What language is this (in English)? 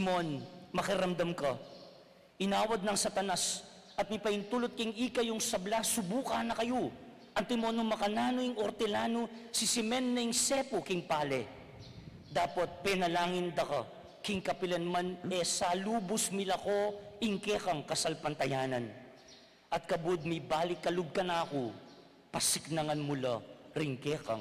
Pampanga